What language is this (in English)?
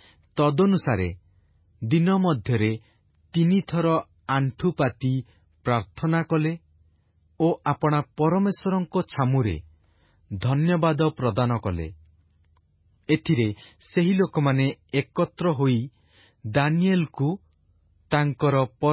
Odia